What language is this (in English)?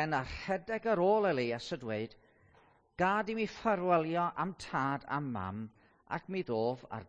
Welsh